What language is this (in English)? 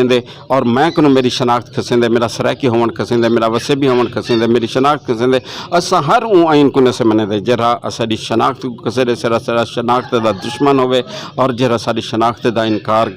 Saraiki